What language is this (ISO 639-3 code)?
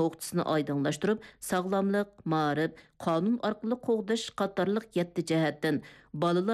uig